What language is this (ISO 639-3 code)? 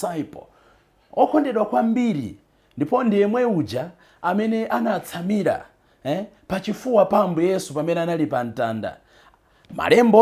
nya